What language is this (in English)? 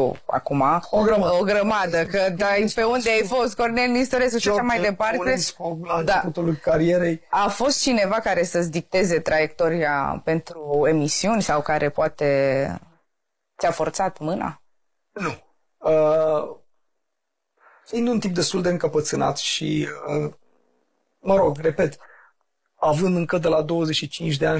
Romanian